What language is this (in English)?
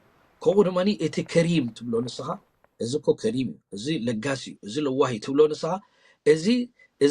Tigrinya